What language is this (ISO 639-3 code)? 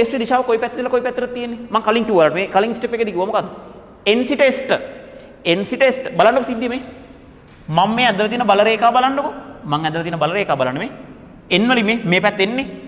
sin